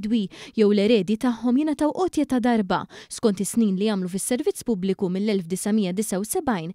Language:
Maltese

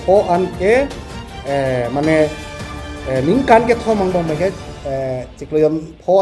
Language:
Karbi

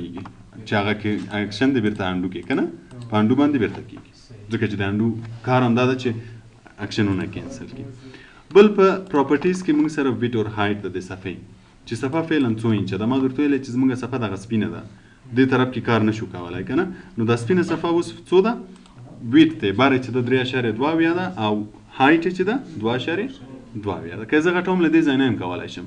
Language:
Pashto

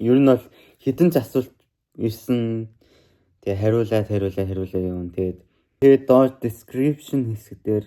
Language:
Mongolian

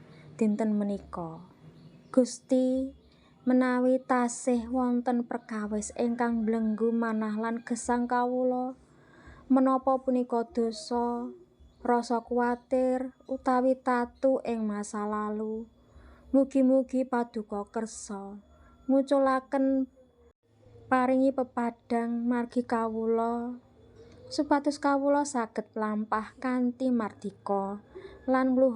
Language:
Javanese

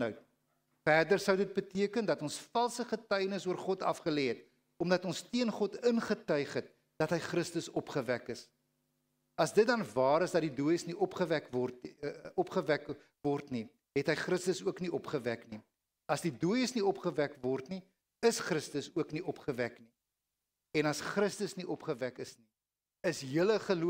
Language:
Afrikaans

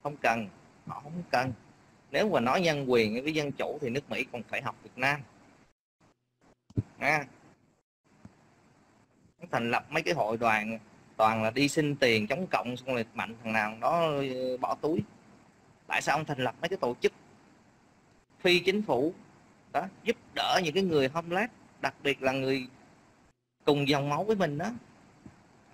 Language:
Vietnamese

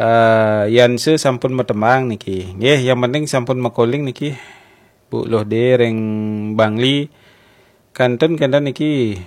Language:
Balinese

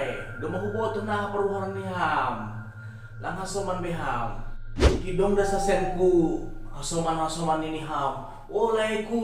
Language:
Batak Simalungun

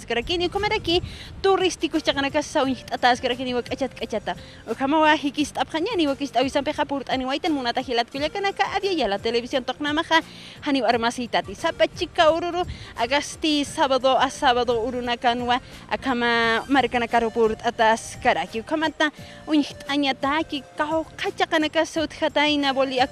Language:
Aymara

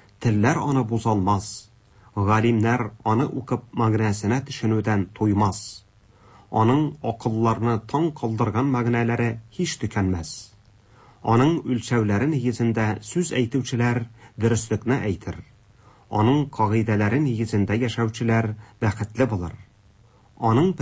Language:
Tatar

